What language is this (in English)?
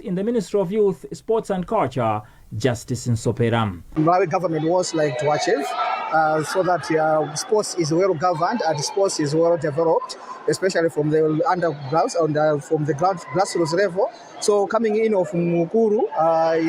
English